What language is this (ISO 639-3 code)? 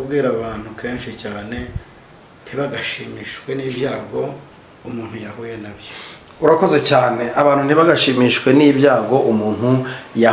kin